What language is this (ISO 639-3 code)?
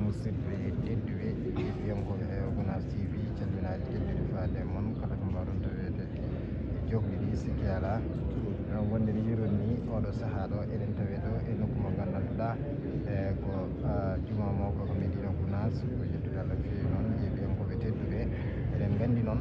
ful